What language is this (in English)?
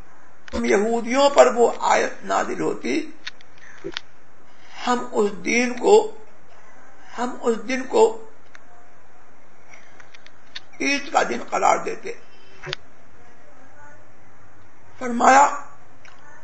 Urdu